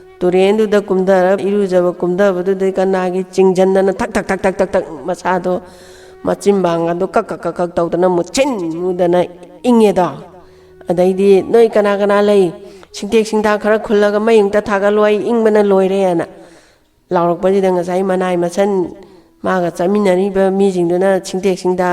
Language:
Manipuri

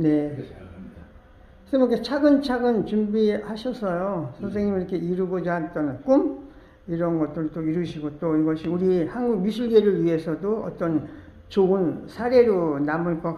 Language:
Korean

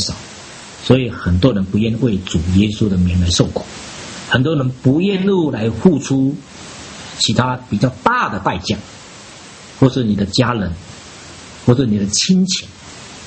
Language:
Chinese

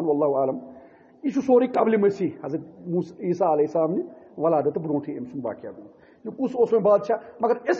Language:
Kashmiri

